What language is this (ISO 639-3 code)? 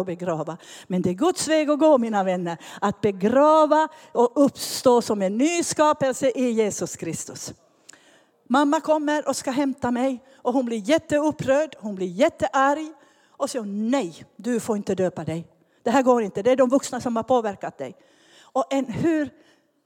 swe